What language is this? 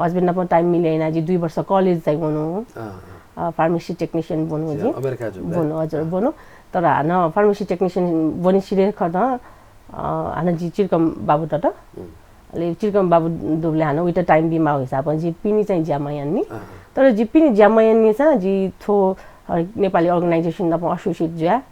Newari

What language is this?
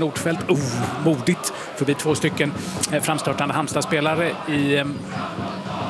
Swedish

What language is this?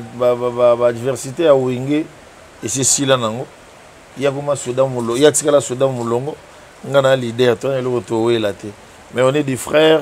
Lingala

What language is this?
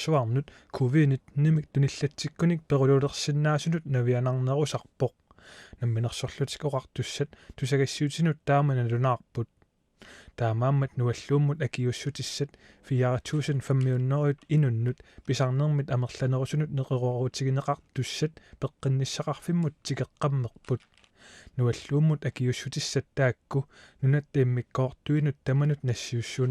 Kalaallisut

